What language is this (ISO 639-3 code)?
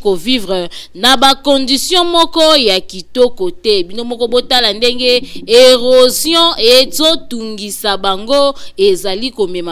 lin